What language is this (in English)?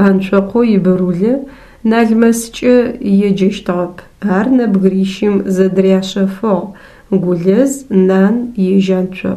Adyghe